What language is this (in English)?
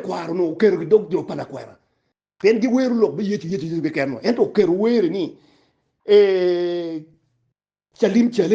Acoli